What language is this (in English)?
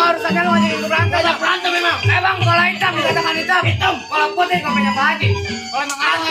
Betawi